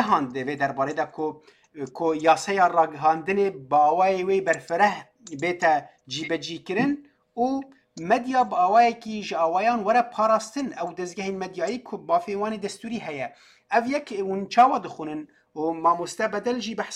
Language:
Kurdish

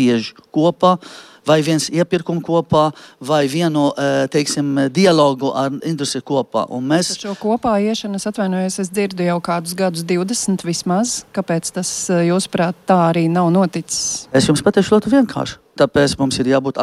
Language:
Latvian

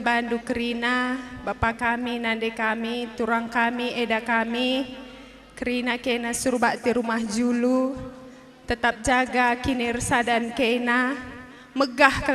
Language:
Batak Karo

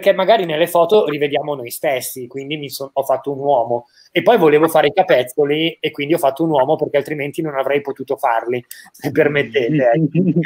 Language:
Italian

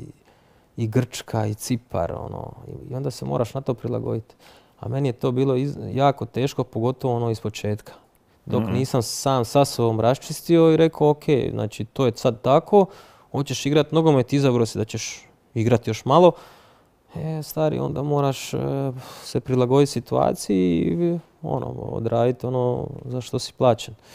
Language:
Croatian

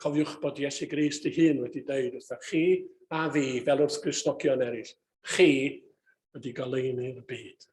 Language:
Welsh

